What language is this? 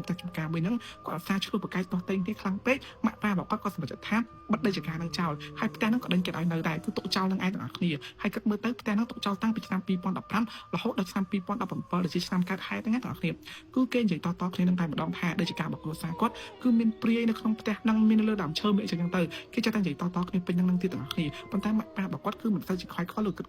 Khmer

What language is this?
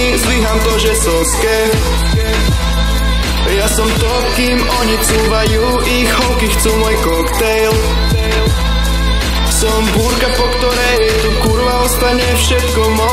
Slovak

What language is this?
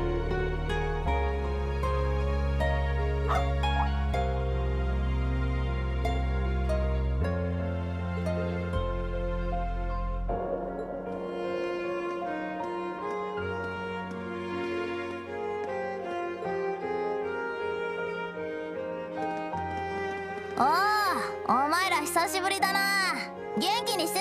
Japanese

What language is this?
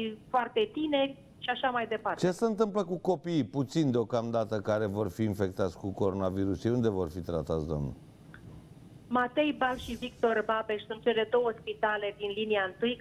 Romanian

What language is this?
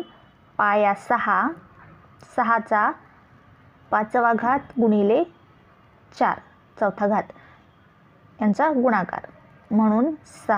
Marathi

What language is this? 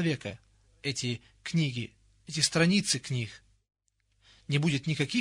Russian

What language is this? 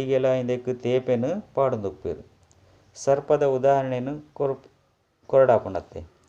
Tulu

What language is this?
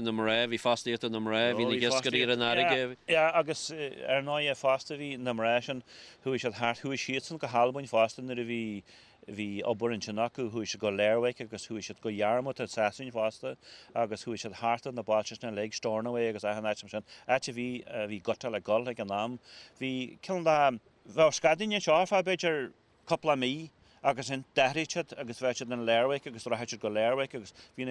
Irish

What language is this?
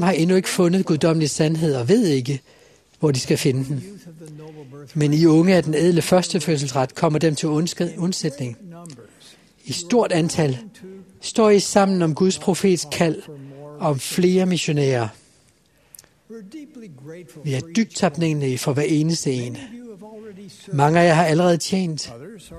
Danish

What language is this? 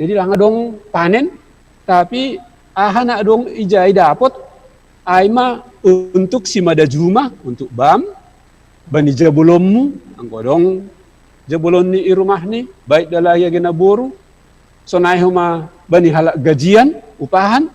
Batak Simalungun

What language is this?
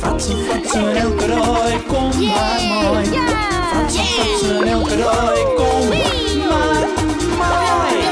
Western Frisian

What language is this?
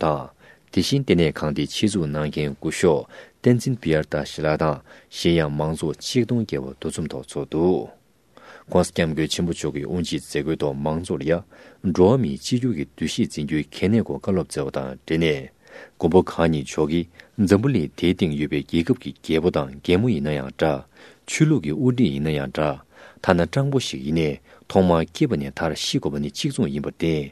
Tibetan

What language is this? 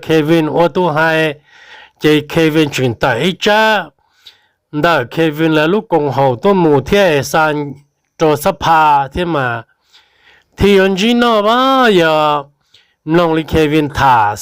Hmong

